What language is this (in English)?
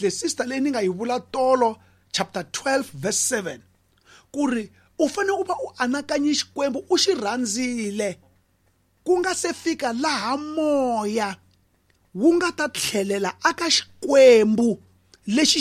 Tsonga